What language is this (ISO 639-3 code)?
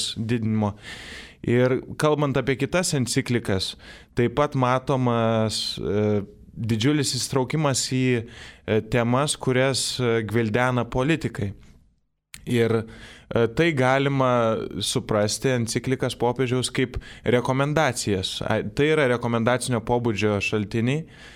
lit